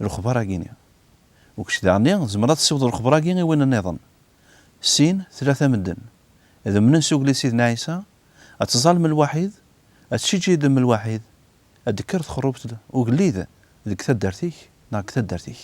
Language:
Kabyle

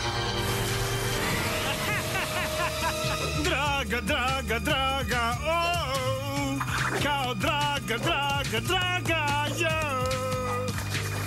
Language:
Serbian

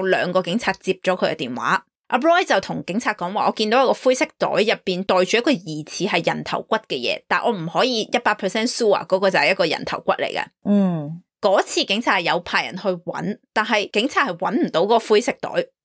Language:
Cantonese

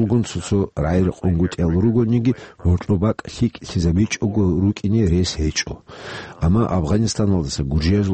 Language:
Avaric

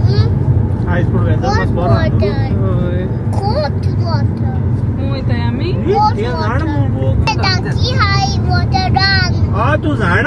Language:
Konkani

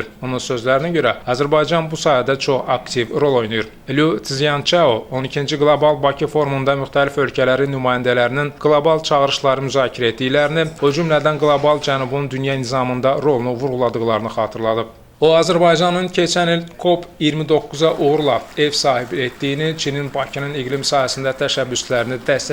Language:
Azerbaijani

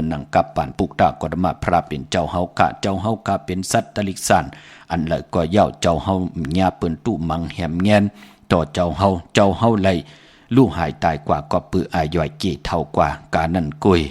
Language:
Shan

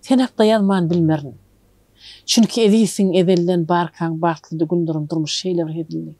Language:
Turkmen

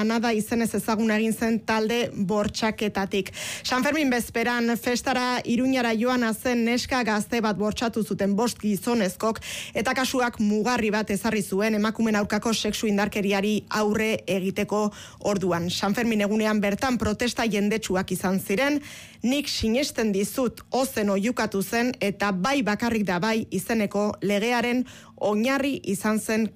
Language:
Basque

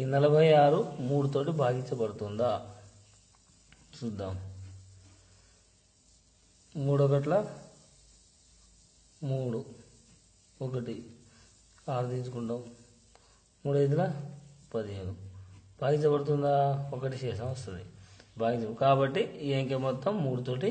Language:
Telugu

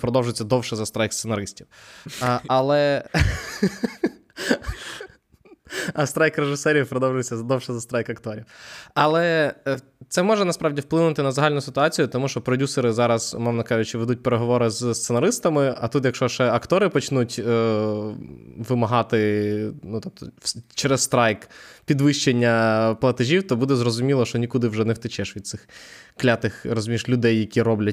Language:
Ukrainian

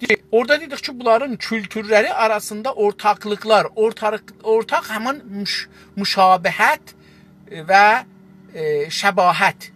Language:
South Azerbaijani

